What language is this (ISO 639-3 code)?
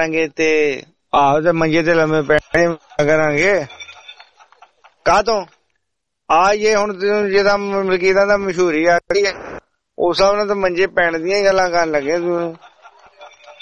pan